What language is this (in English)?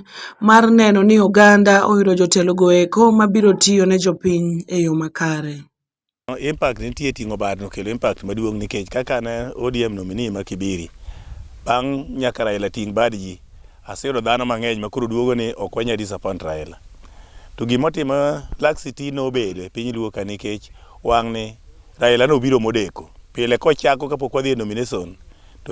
Luo (Kenya and Tanzania)